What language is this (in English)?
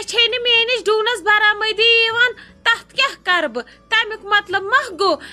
Kashmiri